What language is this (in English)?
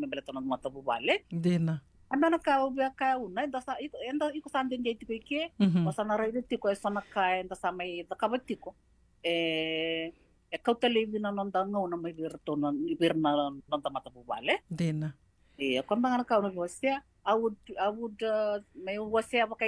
Fijian